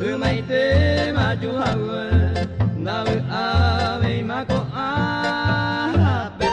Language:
Guarani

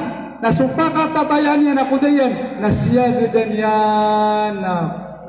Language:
Maranao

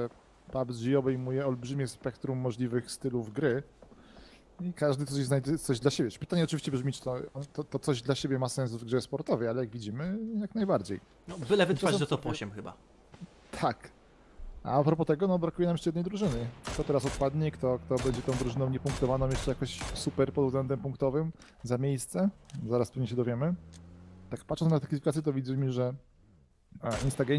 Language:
Polish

